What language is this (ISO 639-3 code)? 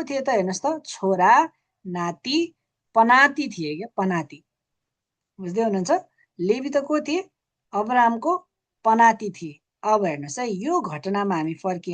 nep